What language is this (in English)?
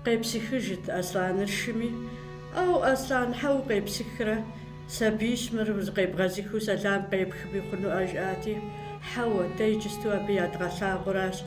Kabardian